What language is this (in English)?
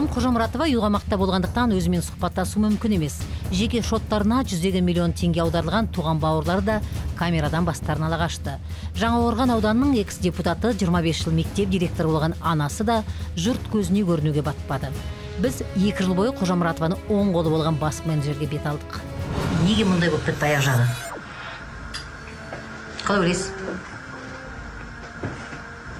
Kazakh